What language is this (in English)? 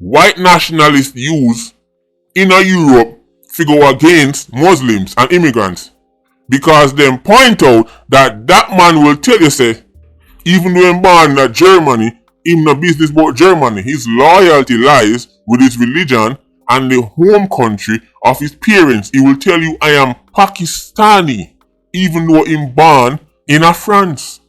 Jamaican Creole English